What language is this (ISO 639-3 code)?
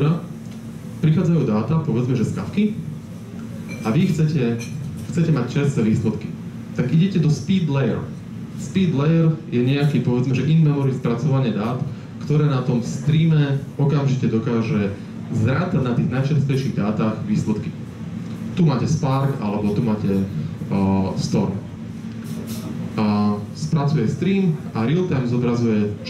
slk